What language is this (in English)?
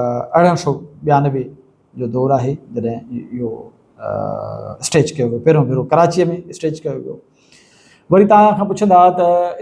Sindhi